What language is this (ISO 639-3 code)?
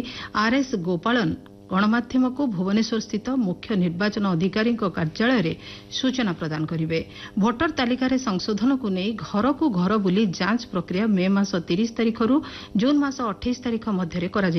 ori